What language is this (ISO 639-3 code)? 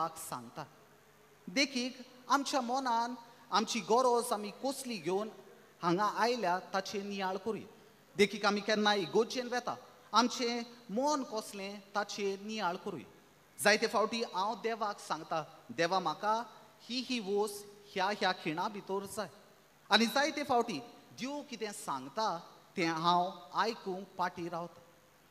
kok